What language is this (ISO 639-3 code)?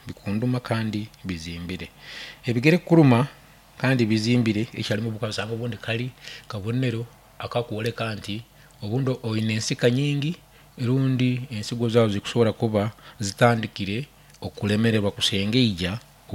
nyn